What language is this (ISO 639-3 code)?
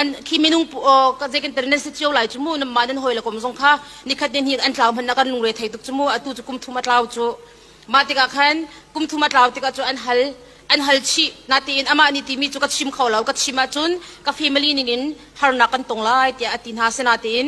cnh